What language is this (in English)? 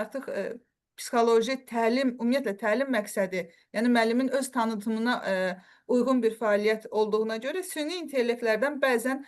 Azerbaijani